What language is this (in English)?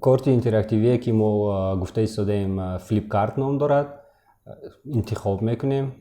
Tajik